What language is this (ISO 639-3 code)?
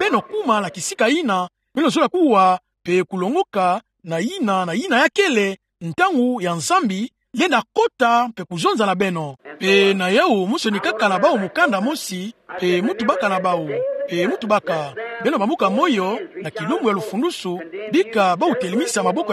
ktu